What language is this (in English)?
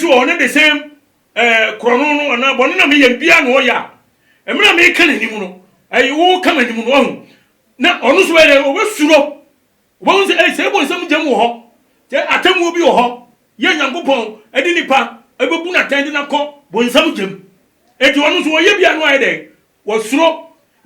Akan